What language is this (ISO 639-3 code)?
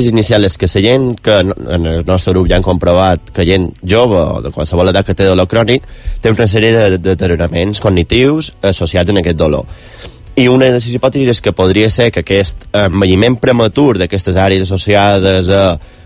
cat